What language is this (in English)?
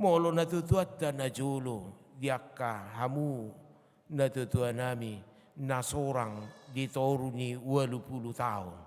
Batak Toba